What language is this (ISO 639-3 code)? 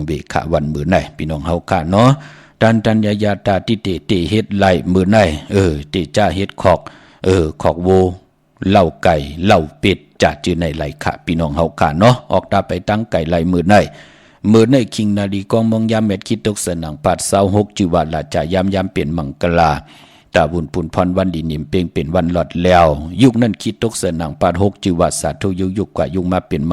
shn